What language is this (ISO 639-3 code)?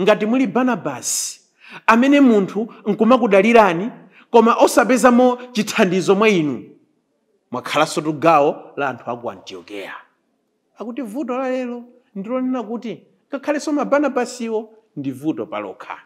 nya